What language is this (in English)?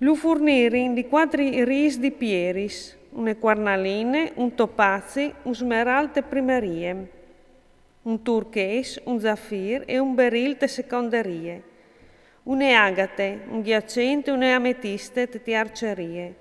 Friulian